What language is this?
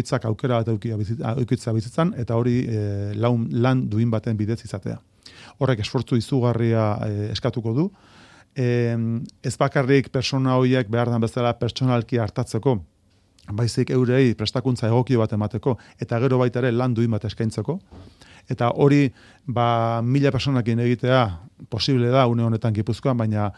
Basque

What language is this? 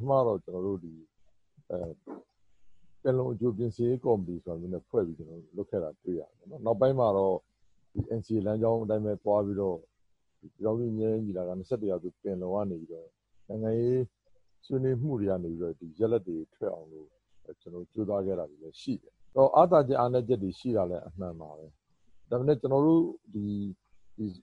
Burmese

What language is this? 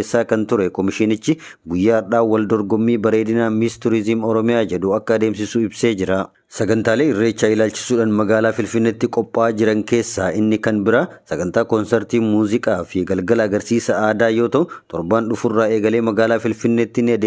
Oromo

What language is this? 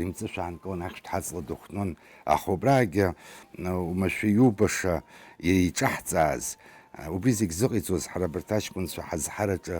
Abkhazian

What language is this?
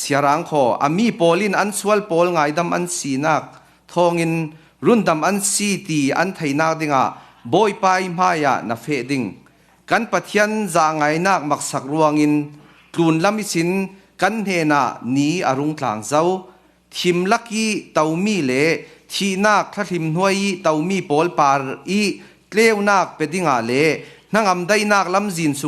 Falam Chin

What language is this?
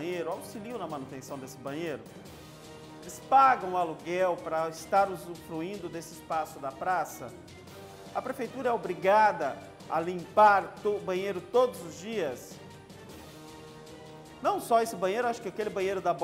Portuguese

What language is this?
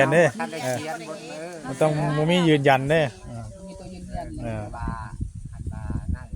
Northeastern Thai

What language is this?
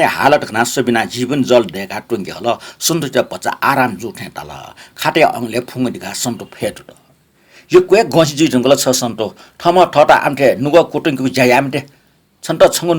Newari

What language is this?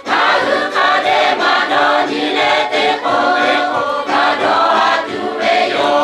Lahu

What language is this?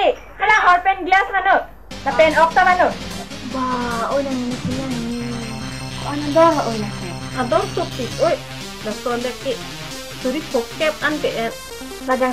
Karbi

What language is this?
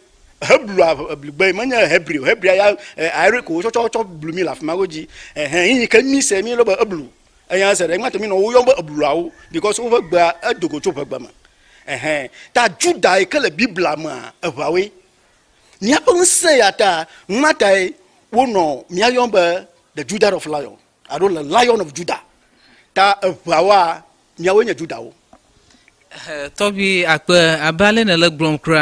Ewe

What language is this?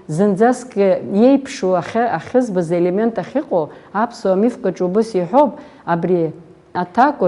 Abkhazian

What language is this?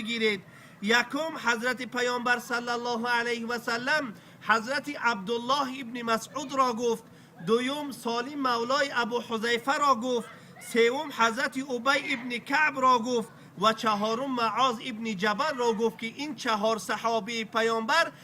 Tajik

